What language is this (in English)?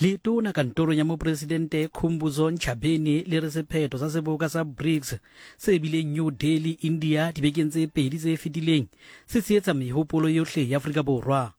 Southern Sotho